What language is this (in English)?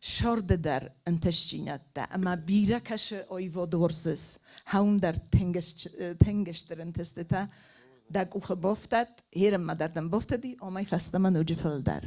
Ossetic